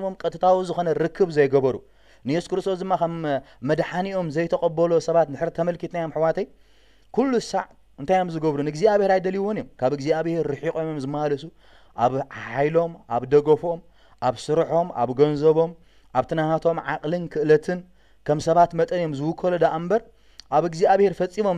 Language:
Tigrinya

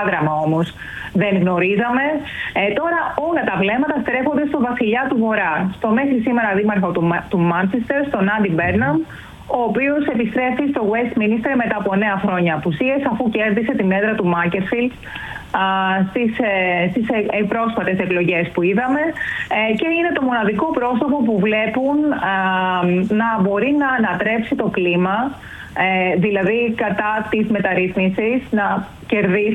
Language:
Greek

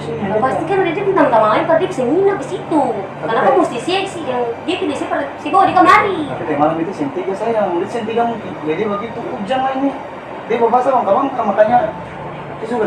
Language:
Ambonese Malay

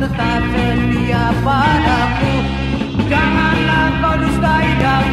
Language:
Indonesian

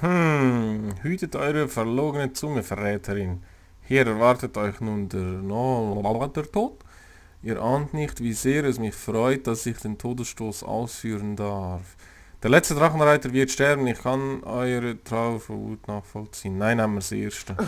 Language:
Swiss German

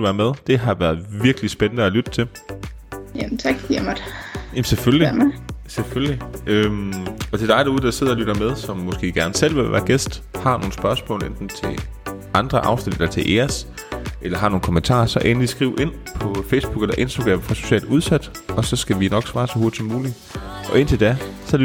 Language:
Danish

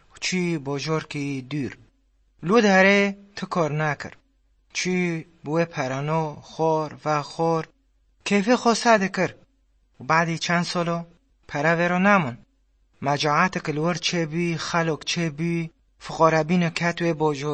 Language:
Kurdish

